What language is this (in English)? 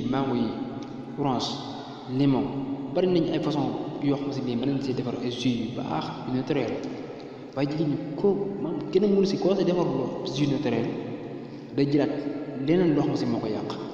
Wolof